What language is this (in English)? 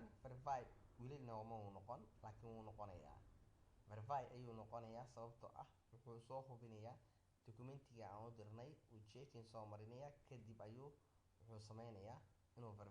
Somali